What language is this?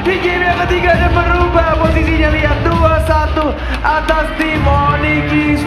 Indonesian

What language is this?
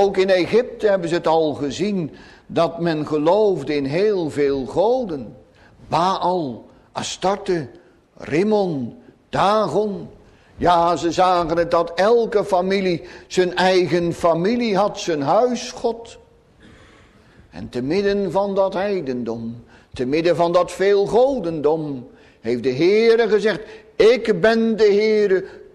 Dutch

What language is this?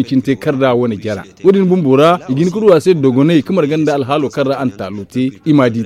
Zarma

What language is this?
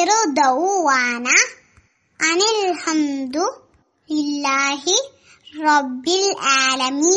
Malayalam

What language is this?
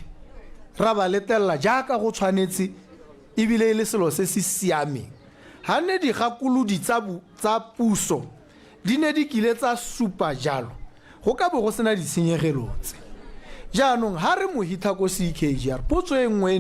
Tswana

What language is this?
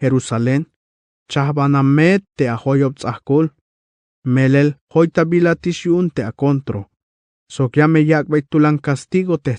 Tzeltal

